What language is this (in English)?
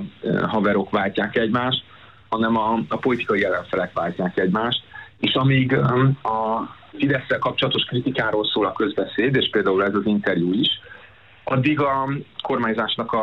Hungarian